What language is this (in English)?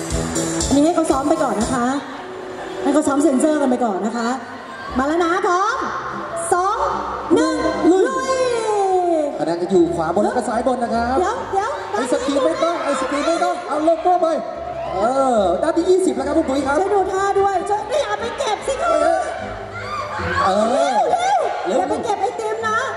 Thai